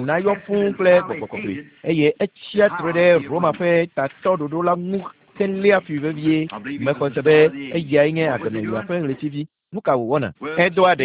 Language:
Ewe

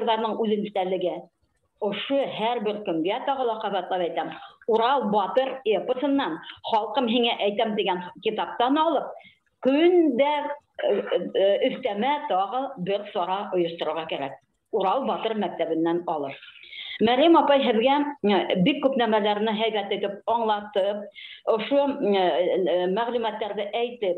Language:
Bashkir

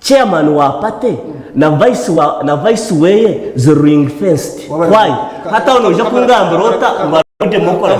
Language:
Nyankole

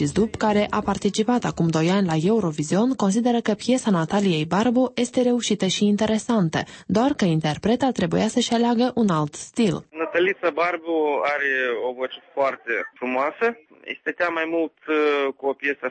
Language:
Romanian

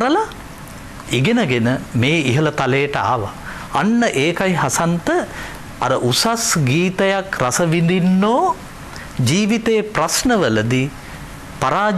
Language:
Sinhala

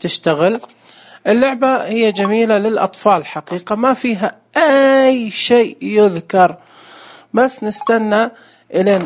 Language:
Najdi Arabic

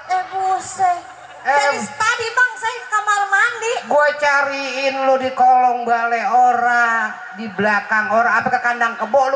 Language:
Betawi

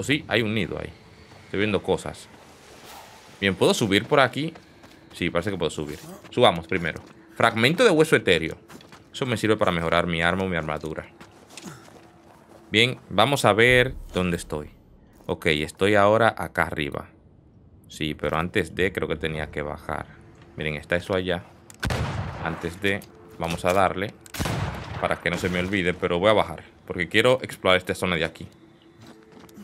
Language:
Spanish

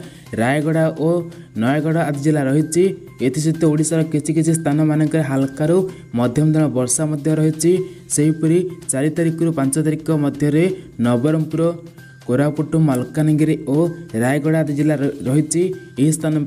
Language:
Odia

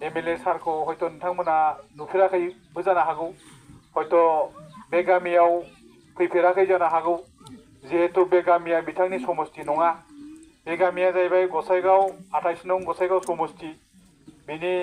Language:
Bodo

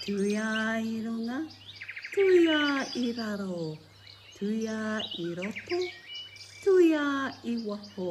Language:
Māori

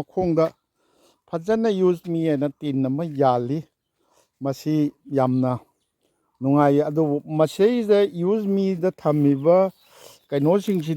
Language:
Manipuri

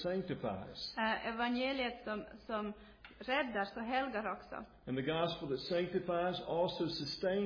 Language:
Swedish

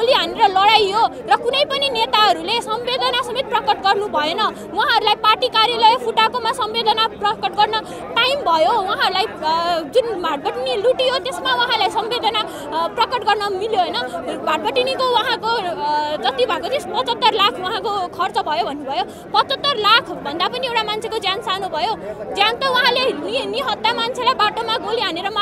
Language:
Nepali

